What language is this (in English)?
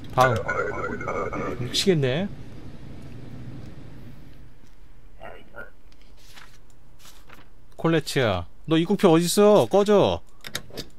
Korean